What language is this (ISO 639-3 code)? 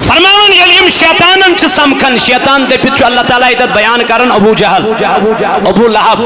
kas